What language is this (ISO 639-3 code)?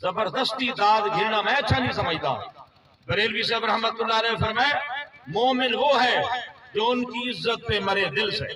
skr